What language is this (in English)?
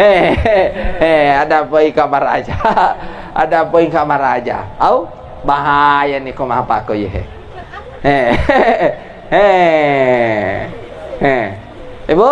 Buginese